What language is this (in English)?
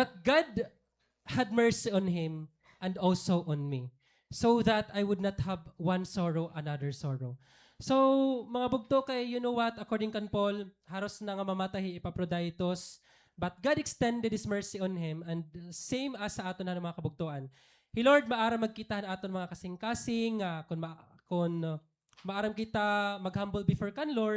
Waray